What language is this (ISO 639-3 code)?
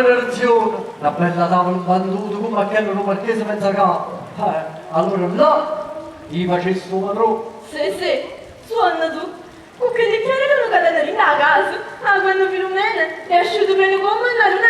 nap